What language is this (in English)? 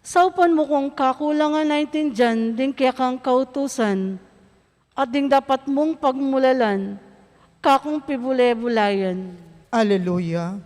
Pampanga